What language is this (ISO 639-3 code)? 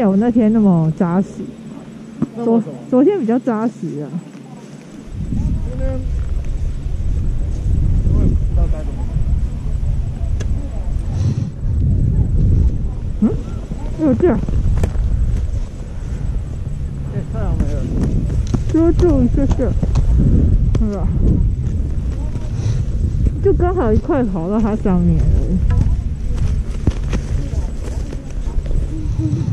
zho